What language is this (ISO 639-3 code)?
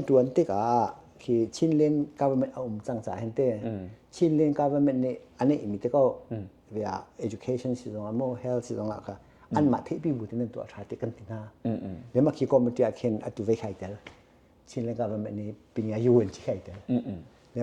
cnh